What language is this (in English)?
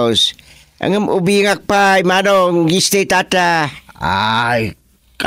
Iloko